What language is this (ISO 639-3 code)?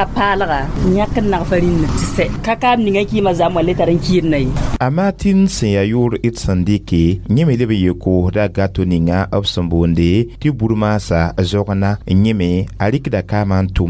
mos